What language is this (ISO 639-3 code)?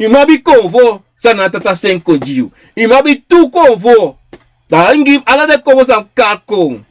srn